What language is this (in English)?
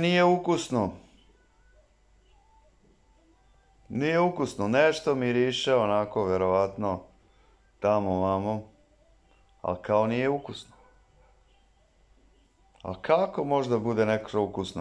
Serbian